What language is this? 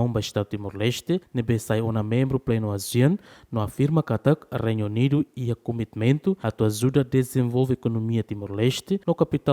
Tetum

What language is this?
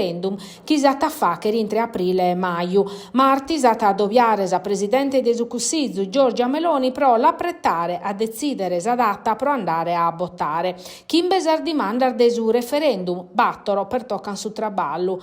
Sardinian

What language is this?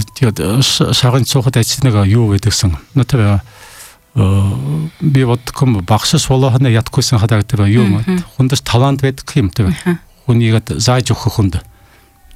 Buriat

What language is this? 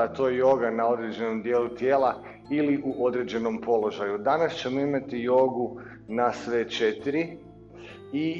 Croatian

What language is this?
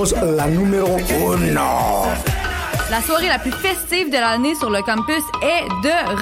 French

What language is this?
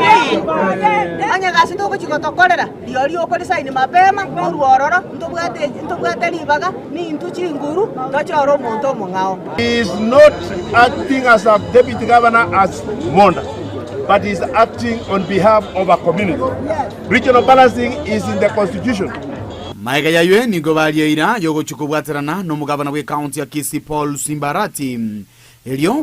Gusii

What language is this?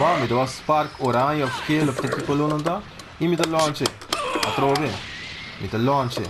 Papiamento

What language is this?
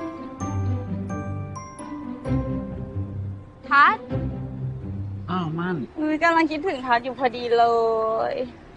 Thai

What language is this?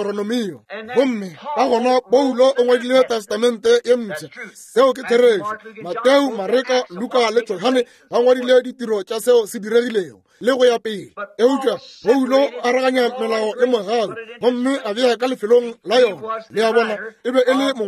Northern Sotho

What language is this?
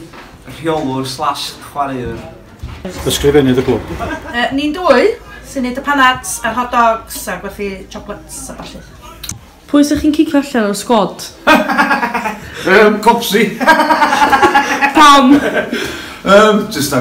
Welsh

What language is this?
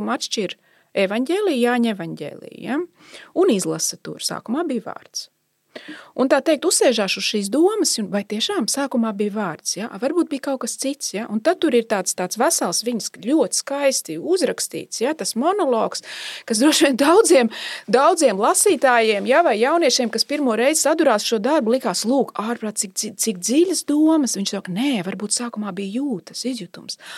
Latvian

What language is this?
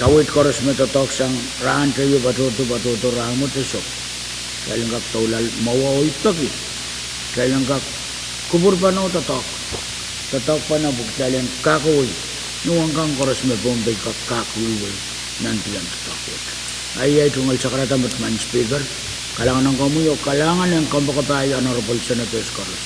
Pohnpeian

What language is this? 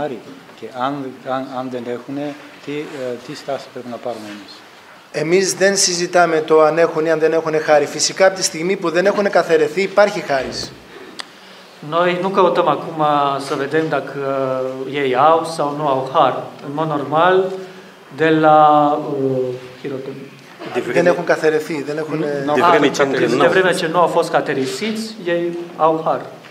Greek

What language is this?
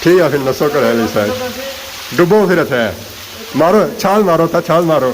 Pahari-Potwari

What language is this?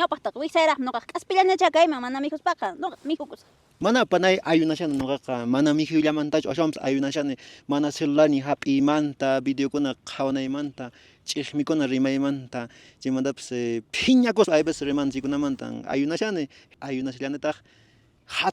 Quechua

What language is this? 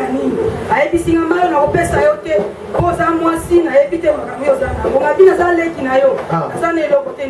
Lingala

